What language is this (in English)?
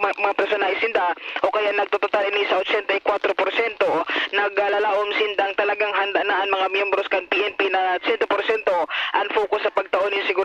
Bikol